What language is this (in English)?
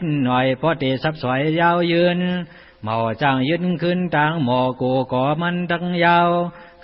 Shan